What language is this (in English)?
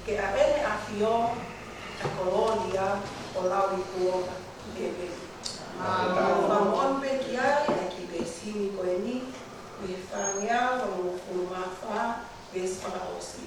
Tongan